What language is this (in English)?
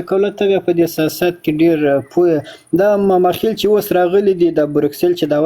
Pashto